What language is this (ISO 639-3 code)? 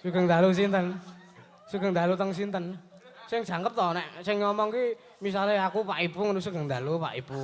jav